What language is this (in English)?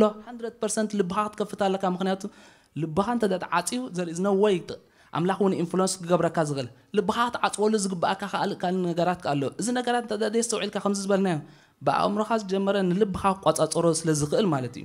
Tigrinya